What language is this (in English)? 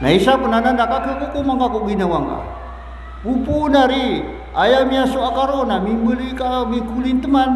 Maranao